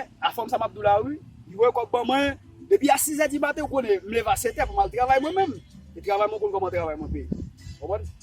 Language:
Haitian Creole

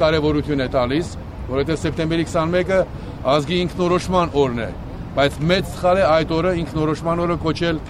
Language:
Armenian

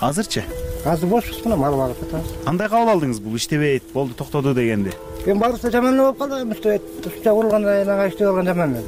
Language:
Kyrgyz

